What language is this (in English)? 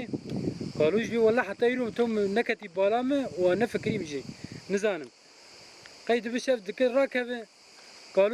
Kurdish